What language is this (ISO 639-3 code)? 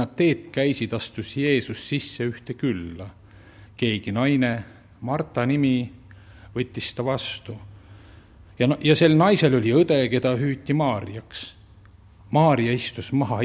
est